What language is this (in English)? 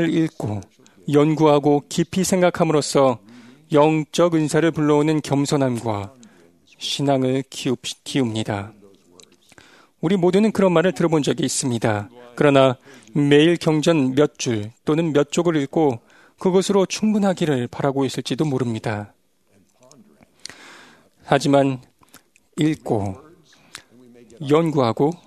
Korean